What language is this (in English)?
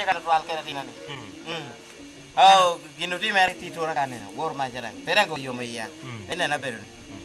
Lango (Uganda)